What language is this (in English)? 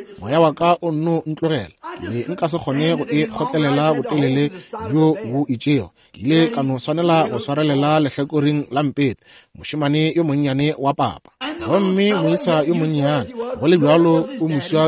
Northern Sotho